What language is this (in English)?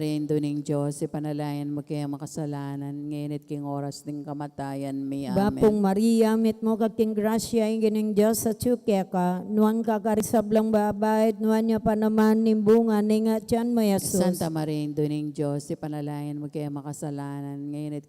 Pampanga